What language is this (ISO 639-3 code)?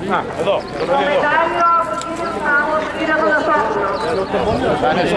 ell